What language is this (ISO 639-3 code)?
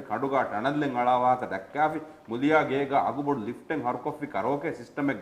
div